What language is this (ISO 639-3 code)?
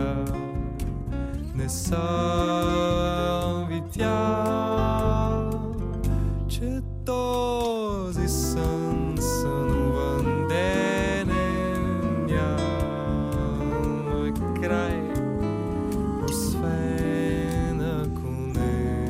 bul